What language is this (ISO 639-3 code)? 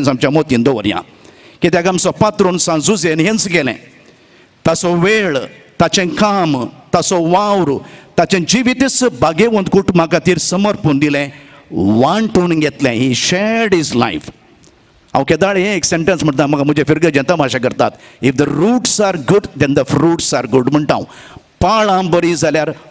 kok